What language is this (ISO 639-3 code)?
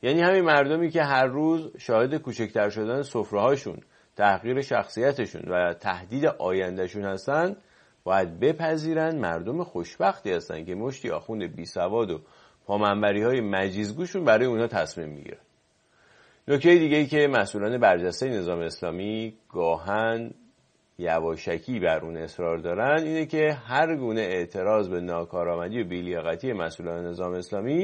fas